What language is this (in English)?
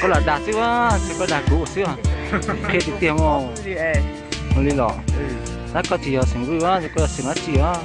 Hmong